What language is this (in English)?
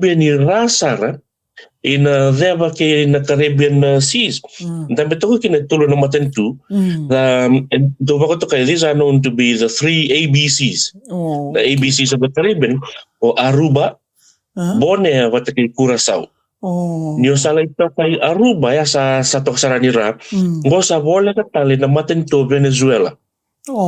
Fijian